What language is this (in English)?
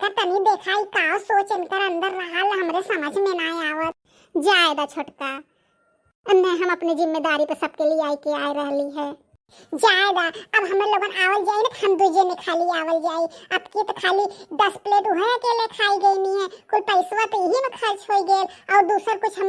Bhojpuri